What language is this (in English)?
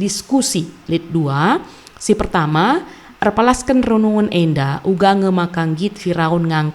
Batak Karo